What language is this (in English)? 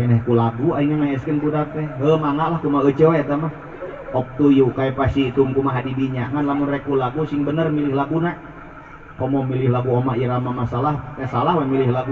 Sundanese